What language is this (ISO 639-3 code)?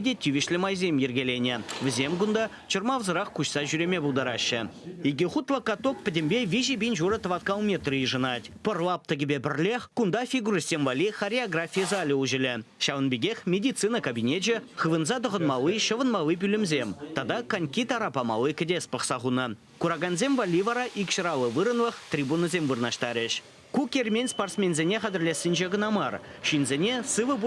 chv